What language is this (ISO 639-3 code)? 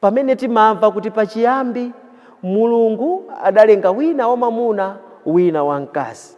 nya